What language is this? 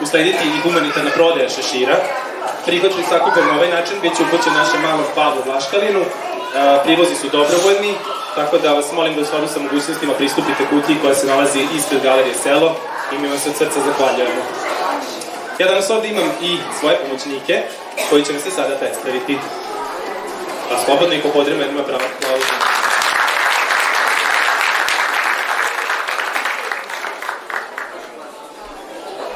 Serbian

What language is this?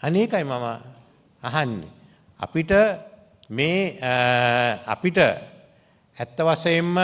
Sinhala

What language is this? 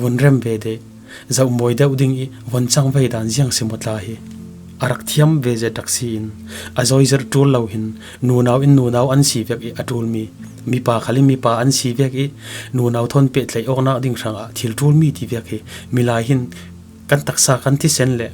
Falam Chin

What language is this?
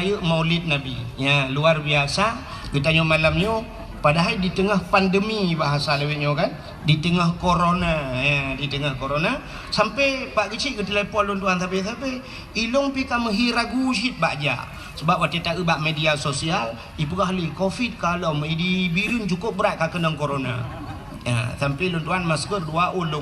Achinese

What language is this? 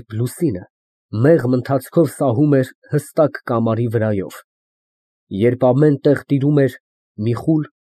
Armenian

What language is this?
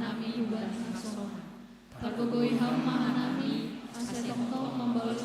Batak Simalungun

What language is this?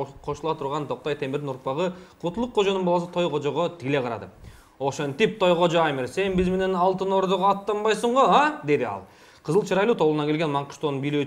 Kyrgyz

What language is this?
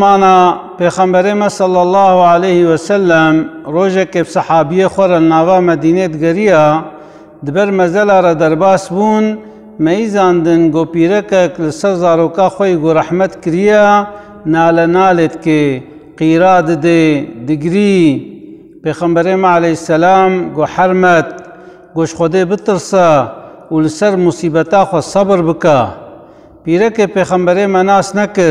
Kurdish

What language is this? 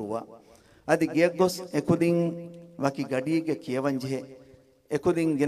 Divehi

